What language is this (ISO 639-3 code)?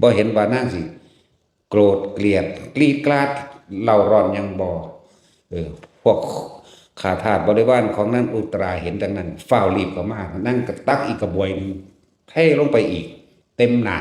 tts